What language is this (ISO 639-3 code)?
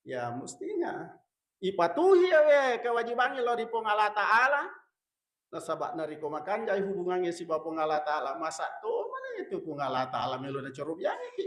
bug